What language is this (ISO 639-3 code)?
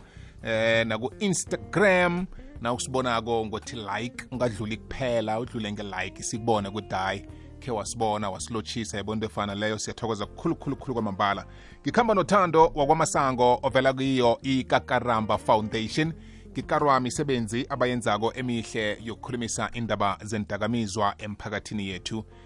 nbl